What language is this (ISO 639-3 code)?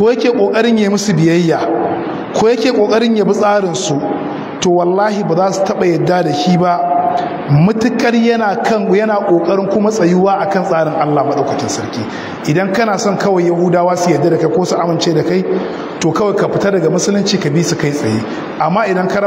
hau